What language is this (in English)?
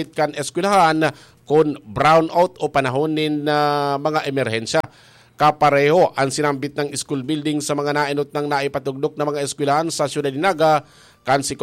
Bikol